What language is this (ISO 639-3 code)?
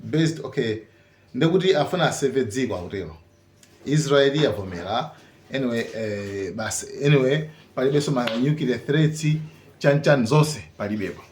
nya